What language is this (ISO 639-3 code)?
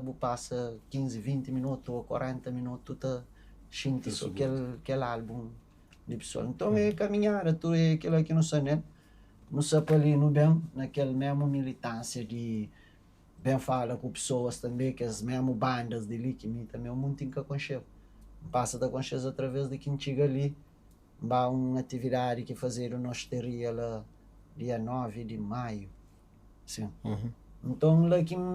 kea